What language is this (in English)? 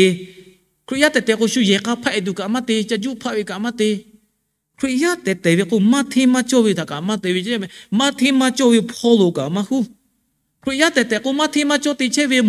Lahu